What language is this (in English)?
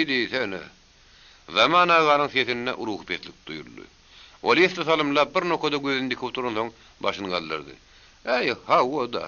Turkmen